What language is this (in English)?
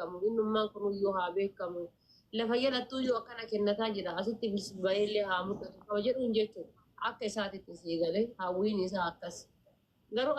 Oromo